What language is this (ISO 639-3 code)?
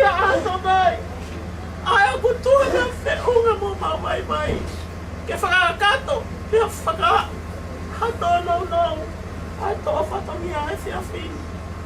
ton